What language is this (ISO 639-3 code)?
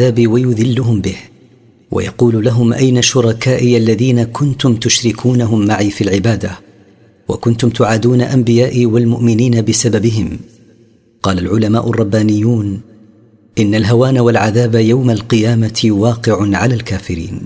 ara